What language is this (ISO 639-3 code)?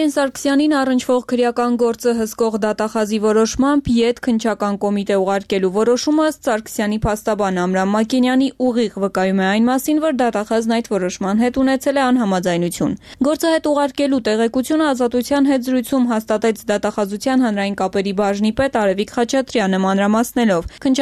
hye